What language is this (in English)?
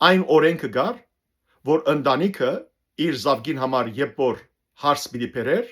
Western Armenian